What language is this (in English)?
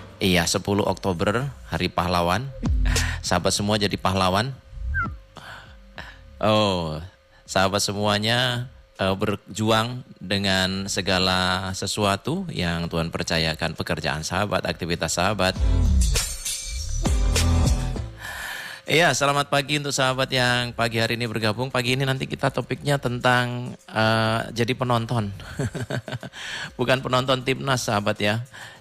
Indonesian